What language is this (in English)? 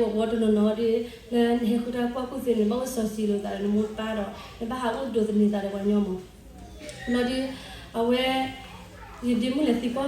S'gaw Karen